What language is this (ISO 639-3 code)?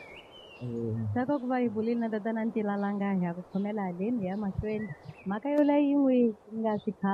tso